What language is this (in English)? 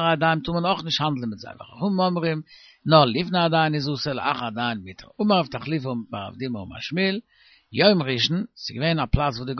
Yiddish